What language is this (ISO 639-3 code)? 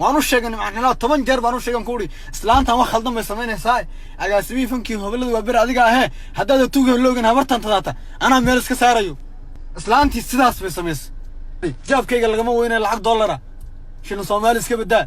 som